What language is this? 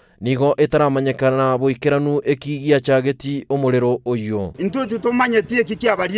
Gusii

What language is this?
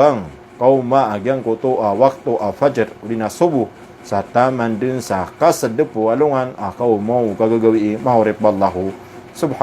Maranao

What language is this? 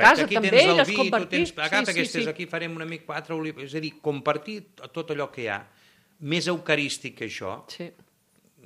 Catalan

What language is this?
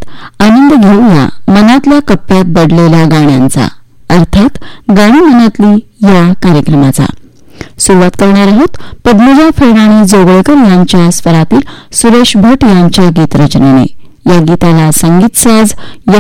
Marathi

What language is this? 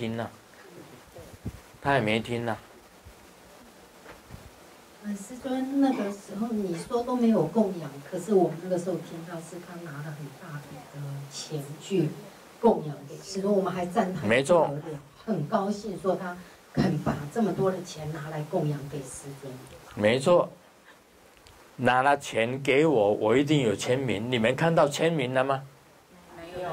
Chinese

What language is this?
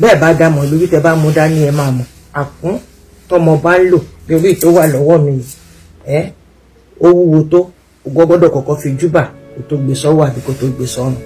Yoruba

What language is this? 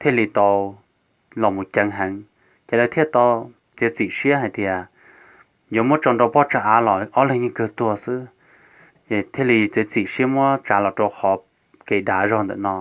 Hmong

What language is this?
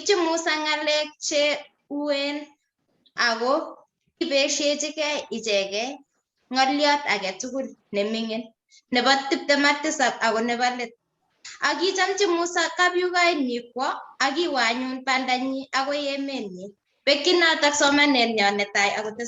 Kalenjin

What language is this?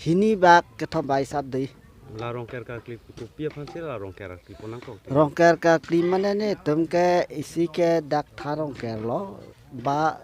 Karbi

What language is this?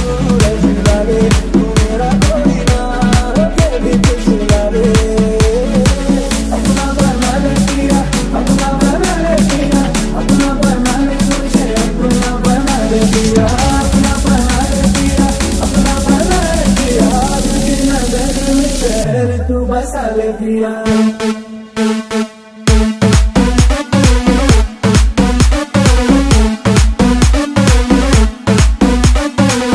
Hindi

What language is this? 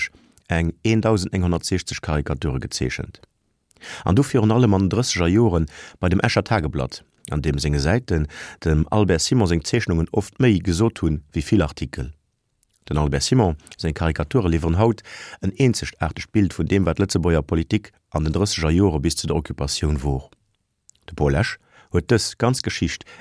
Luxembourgish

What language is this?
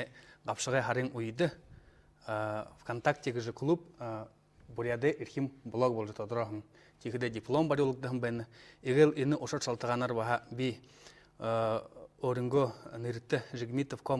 Buriat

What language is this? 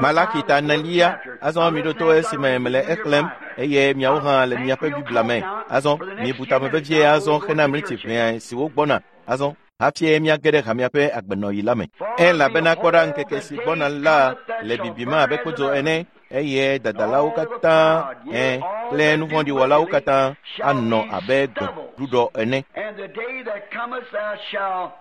Ewe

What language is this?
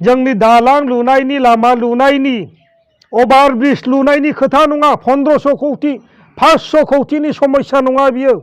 Bodo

